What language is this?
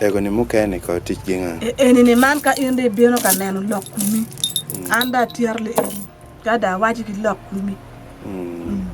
Acoli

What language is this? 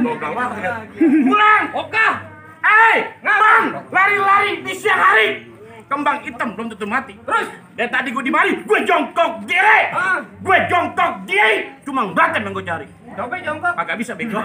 Betawi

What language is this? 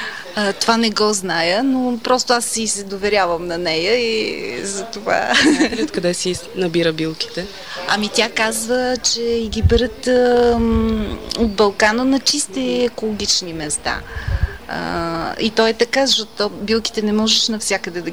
Bulgarian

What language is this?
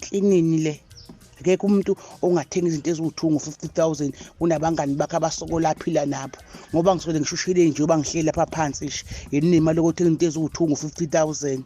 Zulu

